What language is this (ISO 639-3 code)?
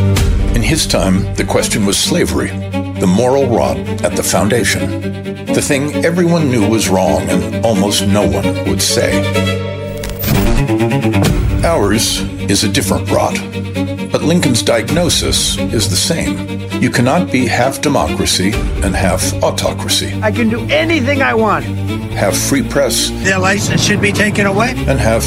eng